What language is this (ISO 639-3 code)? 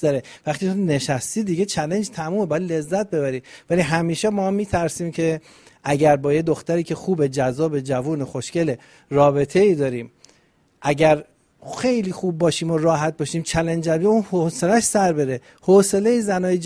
fas